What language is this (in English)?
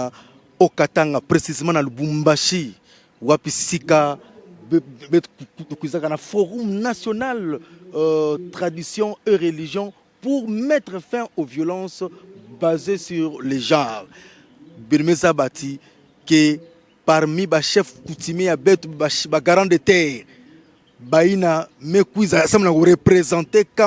Lingala